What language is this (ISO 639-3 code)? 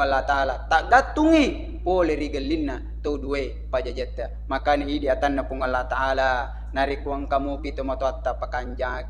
bug